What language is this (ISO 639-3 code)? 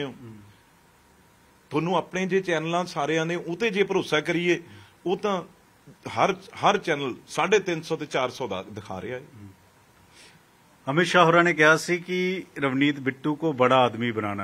pan